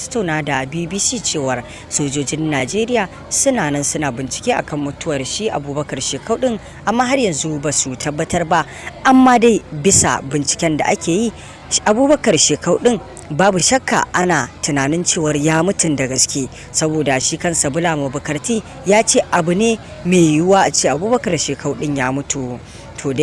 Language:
Hausa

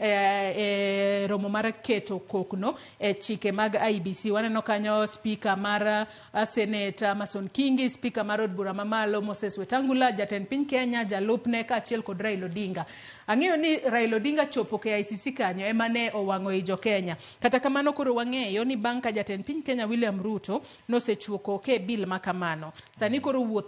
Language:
Luo (Kenya and Tanzania)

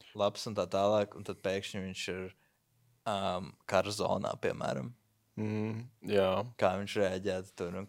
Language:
Latvian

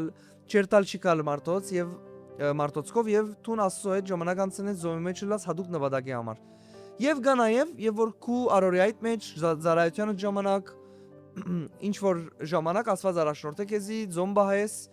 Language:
Western Armenian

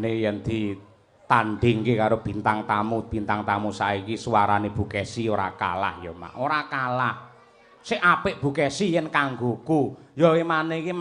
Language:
Javanese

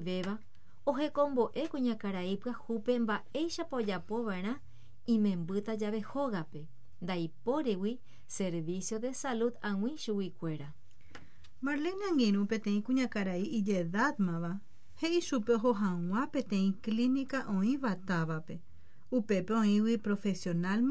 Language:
Guarani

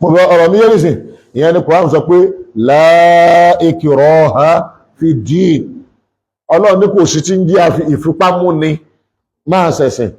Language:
Yoruba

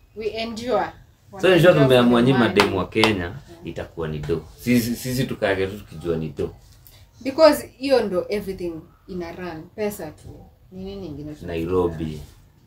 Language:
Swahili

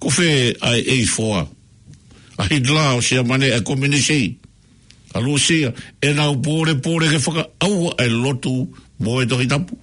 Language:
Tongan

